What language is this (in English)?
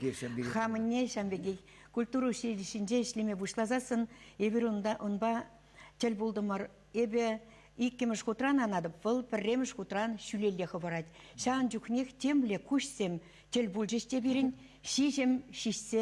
Chuvash